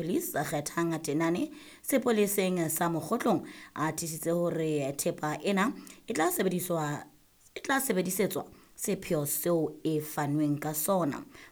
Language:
Southern Sotho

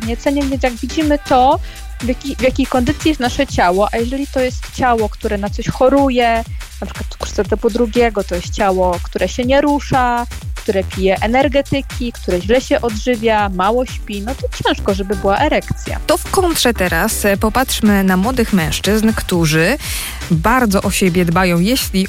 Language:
Polish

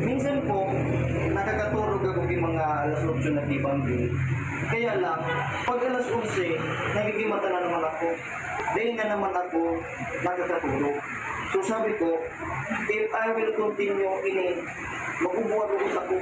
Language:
Bikol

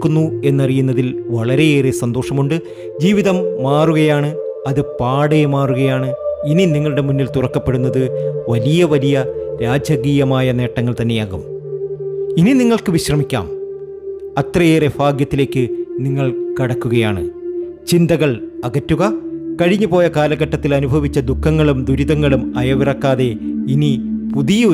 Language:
Malayalam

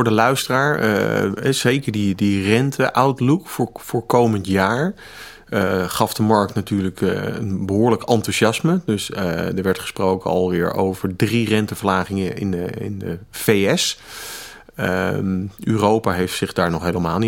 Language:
Dutch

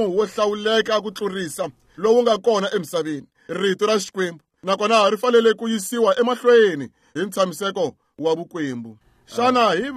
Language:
Tsonga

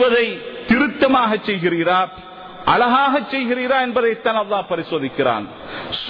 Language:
Tamil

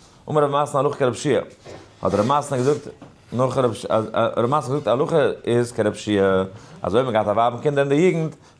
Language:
Yiddish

